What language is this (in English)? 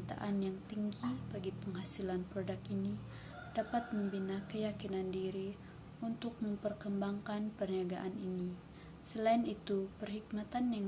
Malay